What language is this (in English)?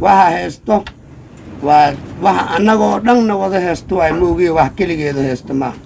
Somali